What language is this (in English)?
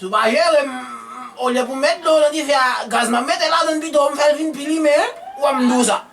Haitian Creole